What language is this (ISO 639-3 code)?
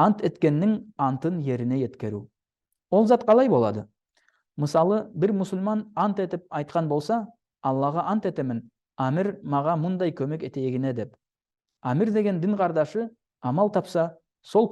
nog